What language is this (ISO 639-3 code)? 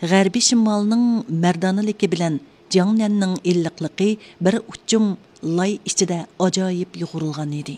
uig